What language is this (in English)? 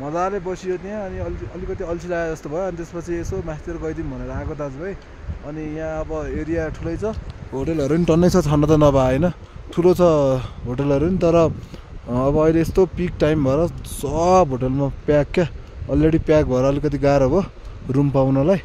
Nepali